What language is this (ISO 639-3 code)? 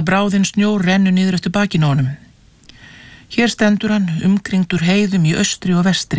isl